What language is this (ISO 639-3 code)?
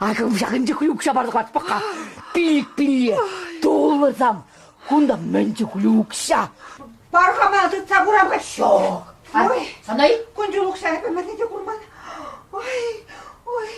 chv